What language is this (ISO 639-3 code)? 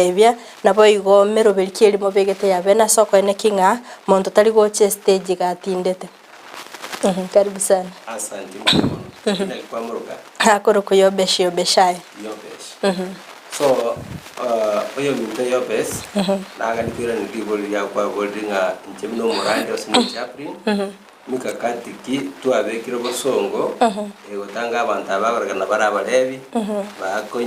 guz